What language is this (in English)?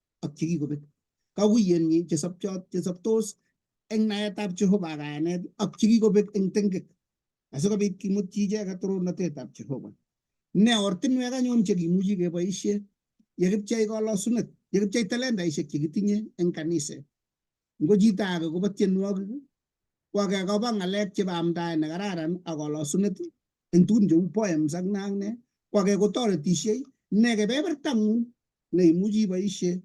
Kalenjin